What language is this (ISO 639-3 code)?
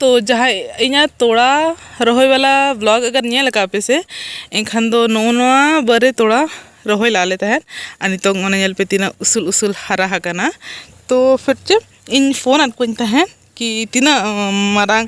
sat